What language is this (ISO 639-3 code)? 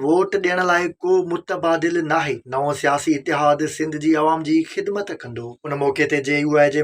snd